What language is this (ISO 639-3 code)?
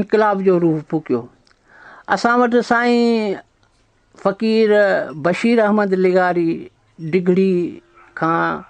snd